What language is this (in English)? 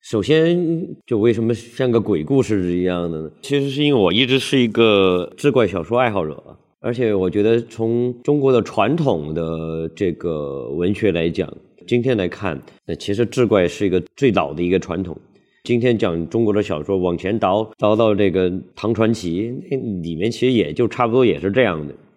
Chinese